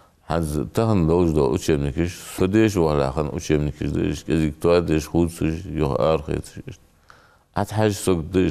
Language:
Ingush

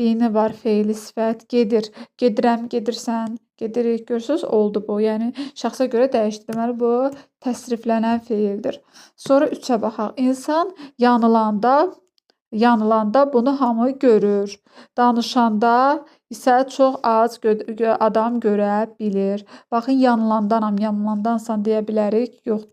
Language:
Azerbaijani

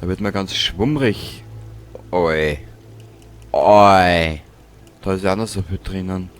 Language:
Bavarian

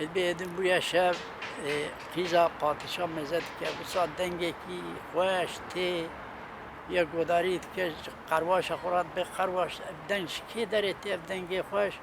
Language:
Kurdish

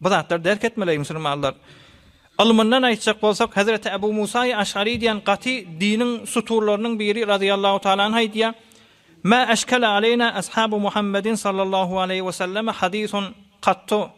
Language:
Turkmen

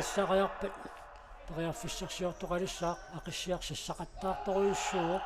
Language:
Kalaallisut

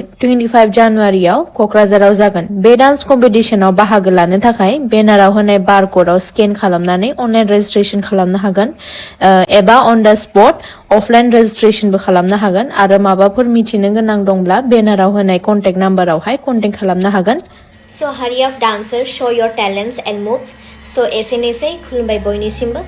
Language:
Bodo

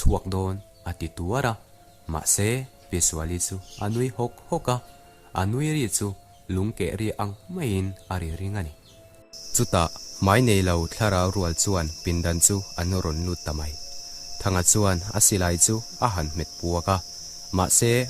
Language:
Mizo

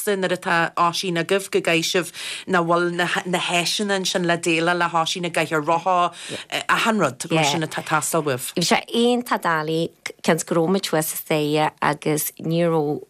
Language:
Irish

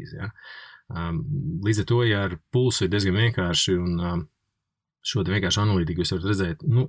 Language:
Latvian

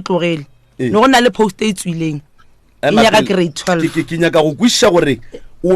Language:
Northern Sotho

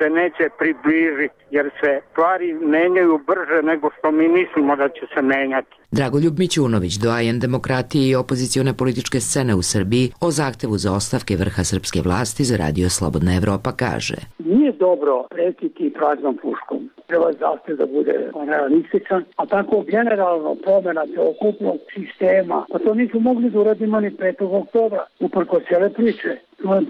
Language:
Serbian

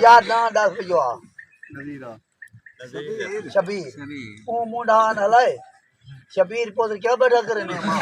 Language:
Saraiki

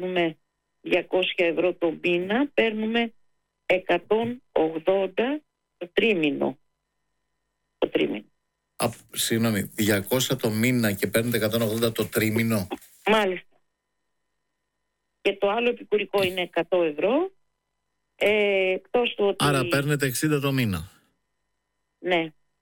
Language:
Greek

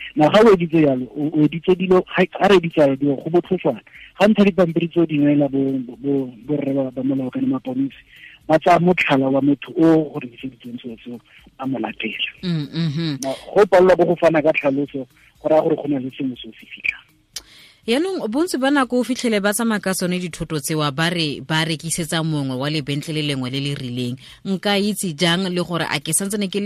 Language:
Tswana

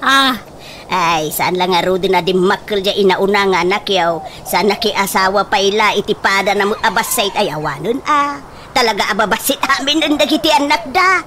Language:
Iloko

